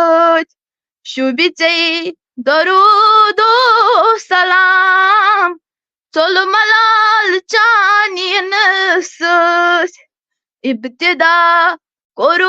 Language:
Kashmiri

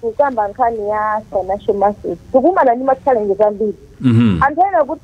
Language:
Nyanja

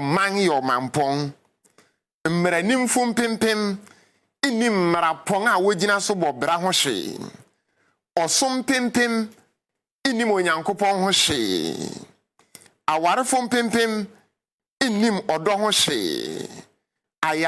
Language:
Akan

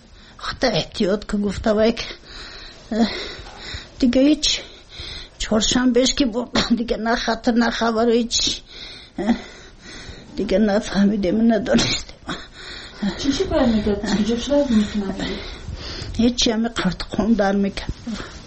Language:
Persian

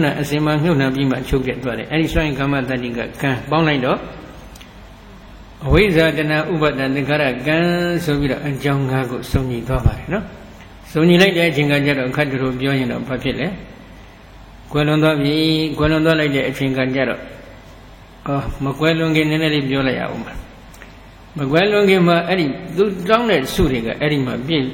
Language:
Burmese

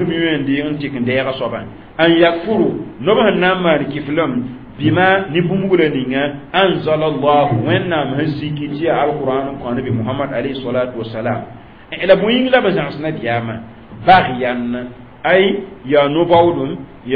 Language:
Mossi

